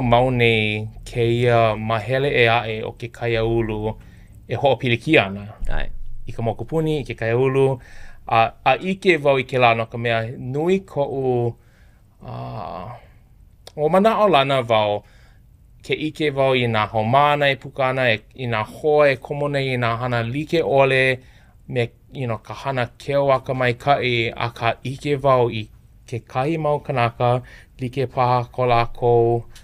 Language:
Hawaiian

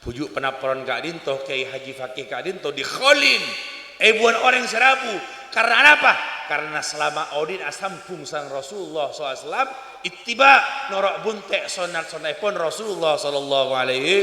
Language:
Madurese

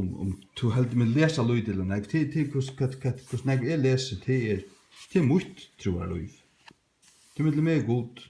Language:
Faroese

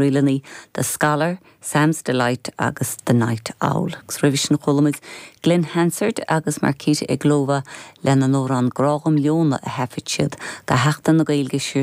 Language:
Irish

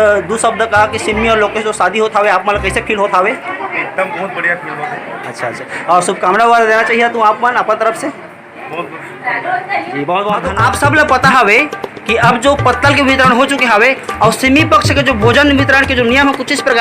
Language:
Chhattisgarhi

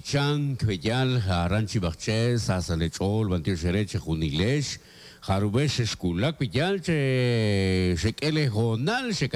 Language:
Kekchí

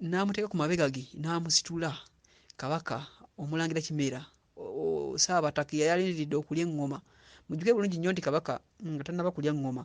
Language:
Ganda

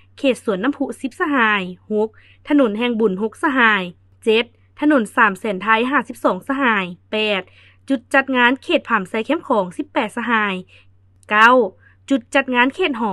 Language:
Lao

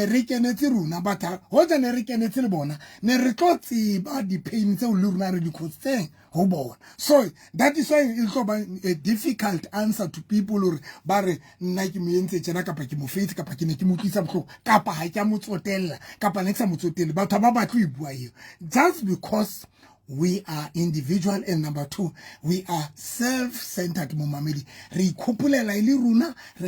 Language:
Southern Sotho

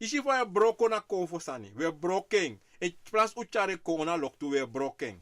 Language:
Sranan Tongo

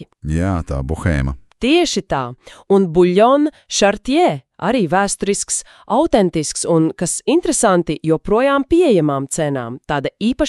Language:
Latvian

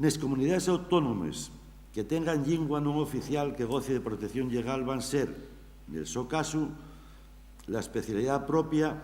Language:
Asturian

